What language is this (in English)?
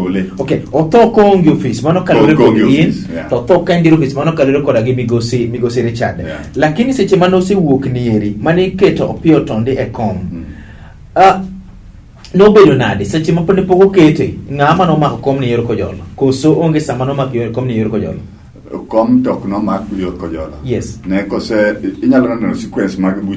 Luo (Kenya and Tanzania)